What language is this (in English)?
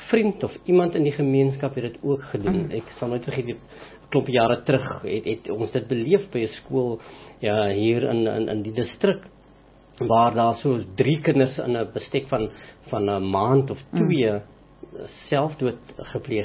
Afrikaans